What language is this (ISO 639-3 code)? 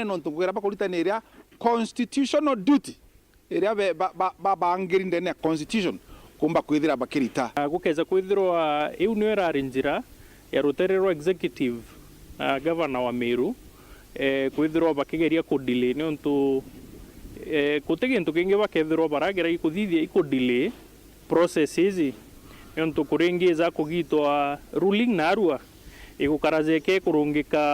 mer